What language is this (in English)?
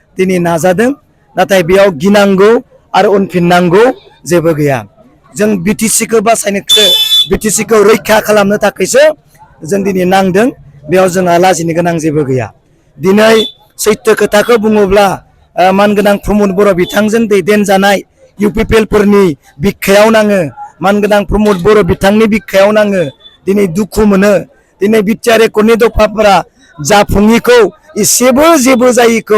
Bodo